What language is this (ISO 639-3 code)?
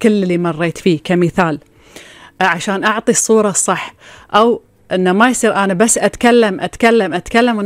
afb